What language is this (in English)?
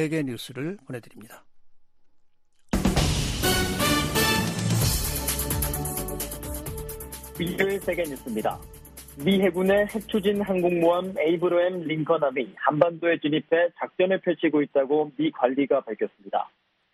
Korean